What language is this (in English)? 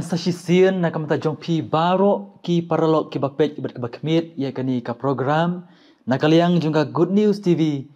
Khasi